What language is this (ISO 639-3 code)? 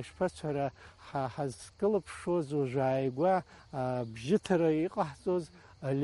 abk